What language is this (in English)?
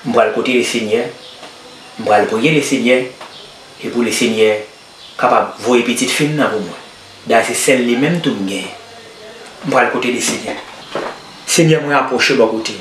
Haitian Creole